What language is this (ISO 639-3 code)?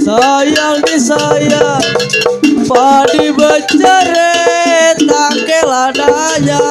bew